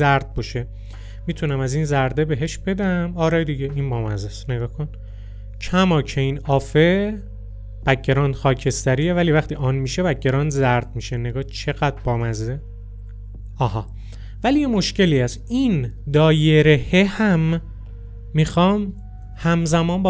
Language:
Persian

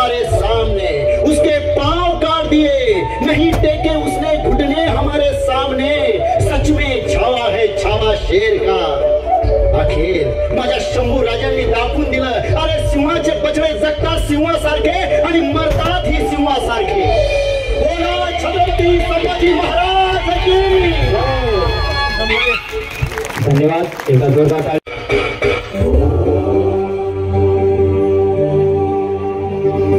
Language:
Marathi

